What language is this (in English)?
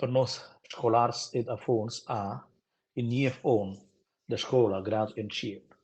Romansh